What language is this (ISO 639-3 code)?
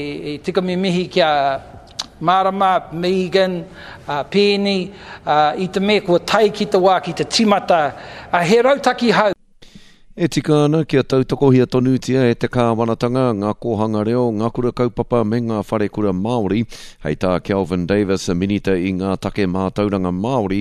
mri